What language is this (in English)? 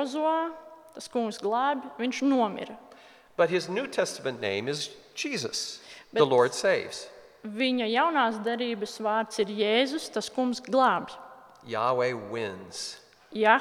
Latvian